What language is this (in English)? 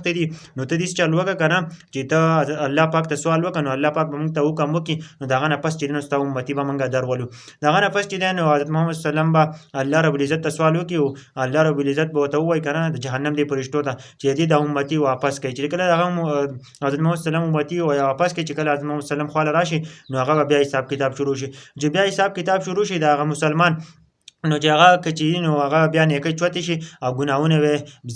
Pashto